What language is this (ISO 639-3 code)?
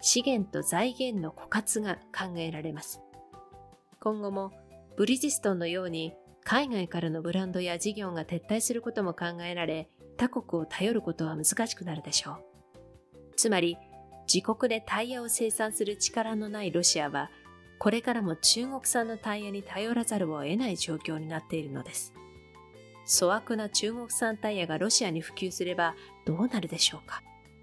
jpn